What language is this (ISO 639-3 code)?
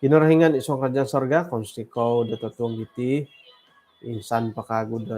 dtp